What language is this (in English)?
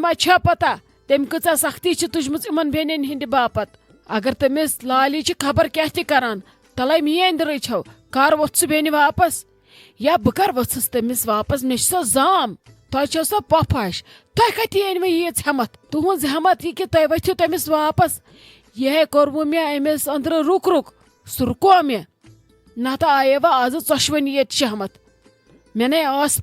Kashmiri